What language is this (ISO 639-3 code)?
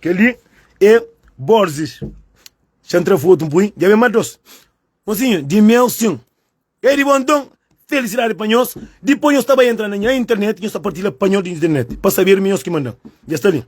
kea